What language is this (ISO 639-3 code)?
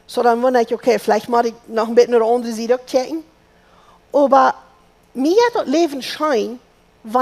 pdt